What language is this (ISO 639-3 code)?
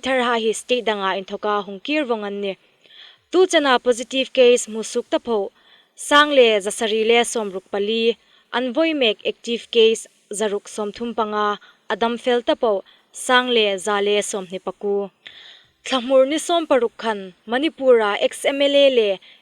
hmr